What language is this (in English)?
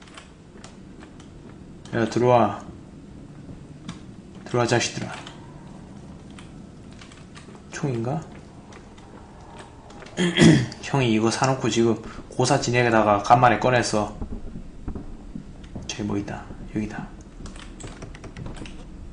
Korean